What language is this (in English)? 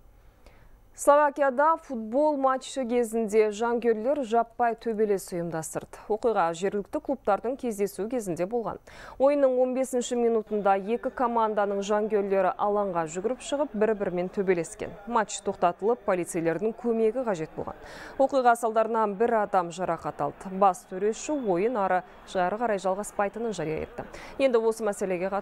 Kazakh